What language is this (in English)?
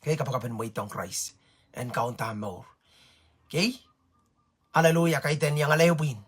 Pohnpeian